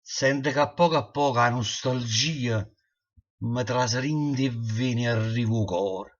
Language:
Neapolitan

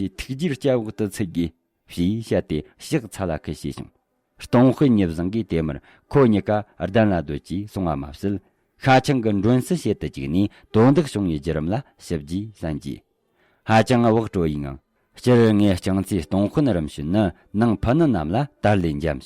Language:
Tibetan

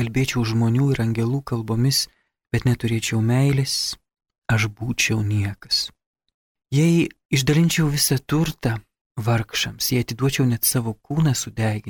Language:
Lithuanian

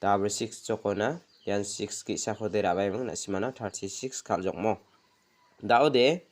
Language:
Garo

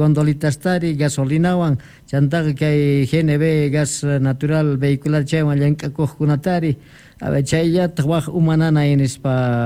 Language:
South Bolivian Quechua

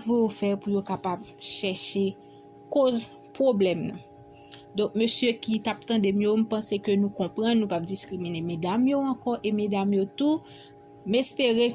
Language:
Haitian Creole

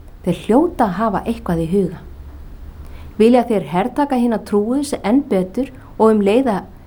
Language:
Icelandic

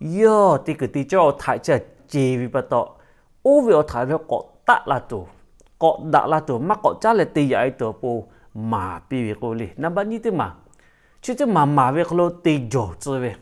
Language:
Lahu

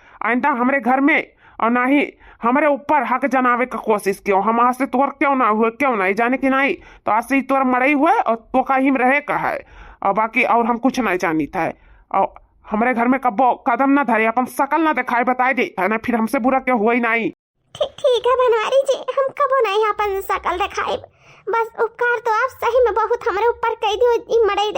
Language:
Awadhi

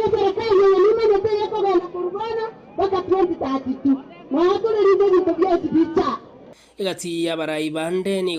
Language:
Gusii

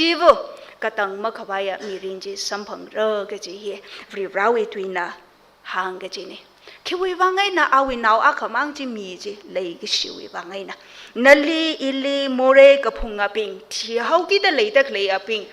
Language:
Tangkhul Naga (India)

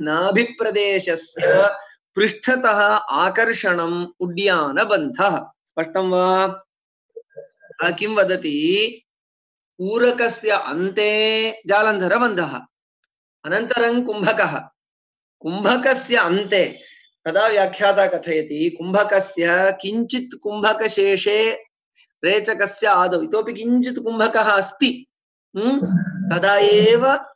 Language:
Sanskrit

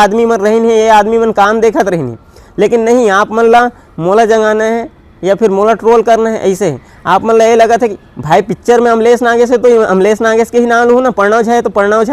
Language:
Chhattisgarhi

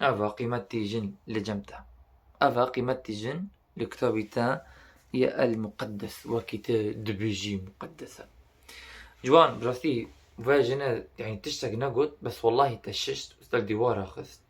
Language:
Kurdish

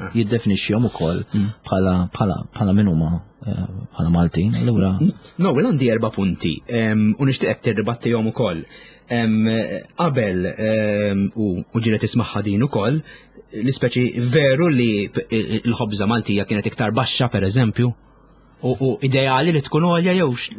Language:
Maltese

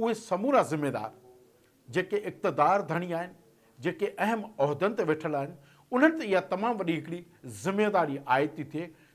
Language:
Sindhi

